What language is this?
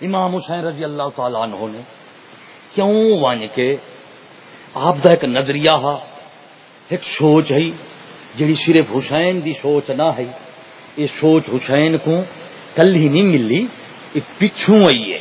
Saraiki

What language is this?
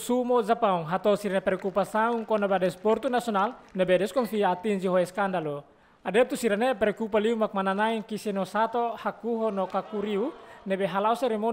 Tetum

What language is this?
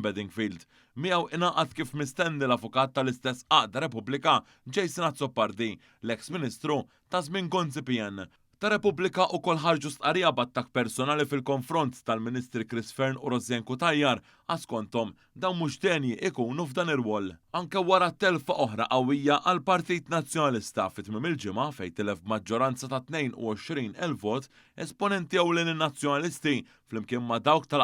Maltese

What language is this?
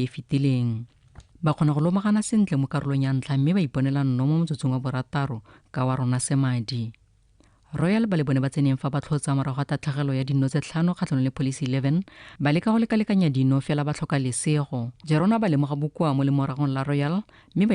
Tswana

